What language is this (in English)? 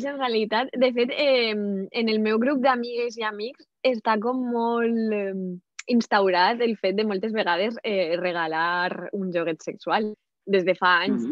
Catalan